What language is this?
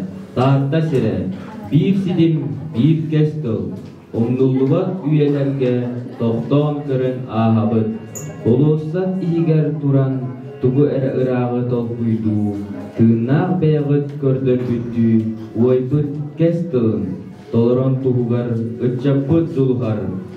Yakut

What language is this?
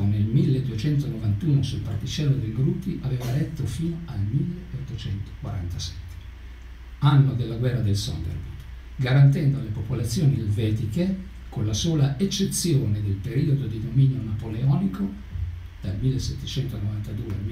Italian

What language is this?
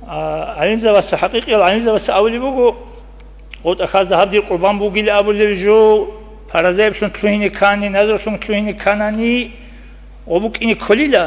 Avaric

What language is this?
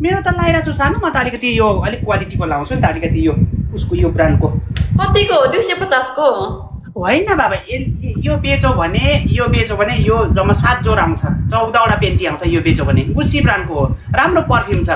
Nepali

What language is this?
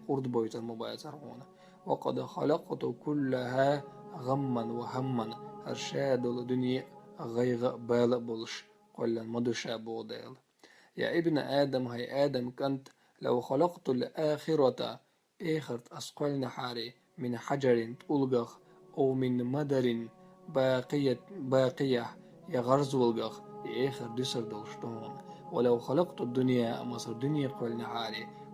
Chechen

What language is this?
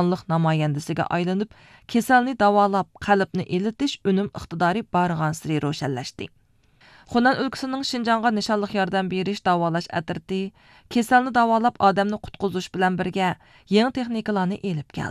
Uyghur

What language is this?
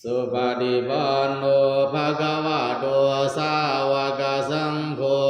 Pali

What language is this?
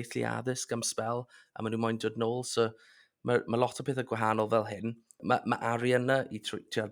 Welsh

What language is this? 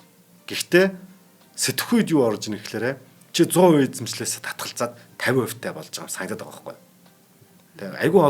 Mongolian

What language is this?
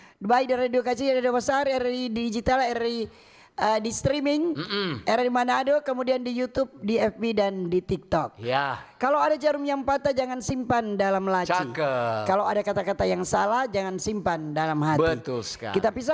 Manado Malay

